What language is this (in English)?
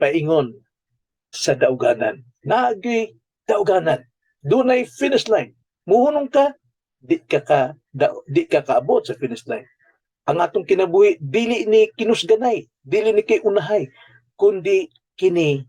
Cebuano